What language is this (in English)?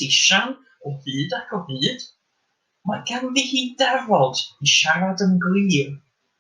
Welsh